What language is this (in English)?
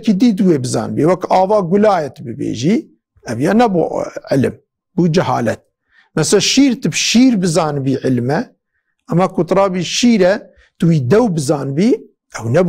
Kurdish